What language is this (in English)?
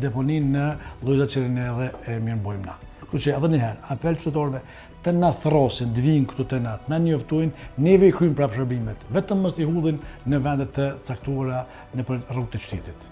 Albanian